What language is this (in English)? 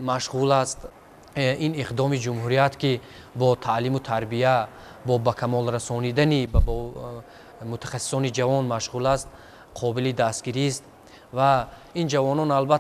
Tajik